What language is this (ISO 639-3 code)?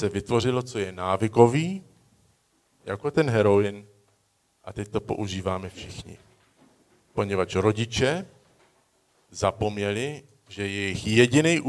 ces